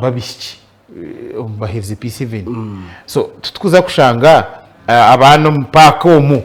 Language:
Nyankole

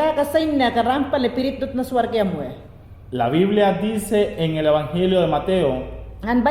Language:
Mayangna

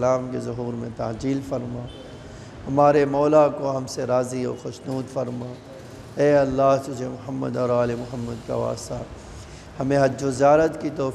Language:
Urdu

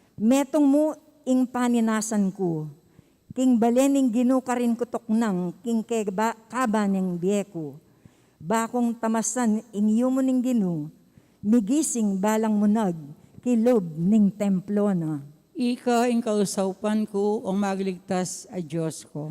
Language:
Pampanga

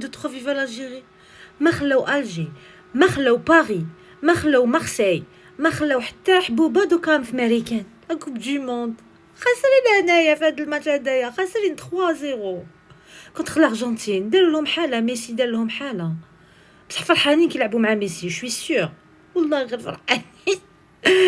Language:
Algerian Arabic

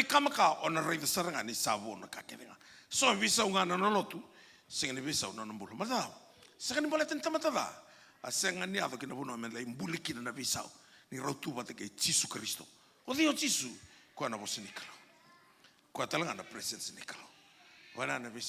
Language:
Fijian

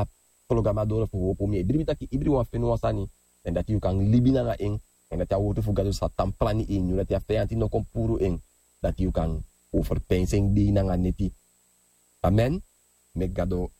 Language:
Sranan Tongo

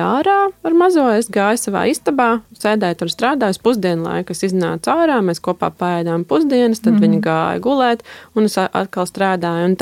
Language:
Latvian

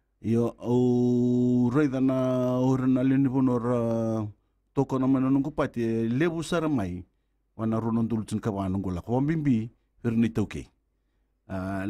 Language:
Fijian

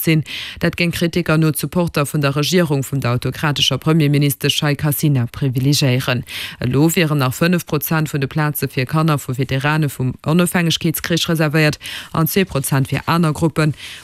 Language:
Luxembourgish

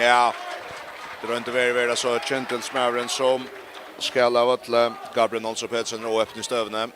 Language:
Faroese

